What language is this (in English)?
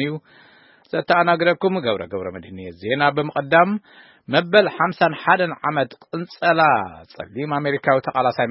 Tigrinya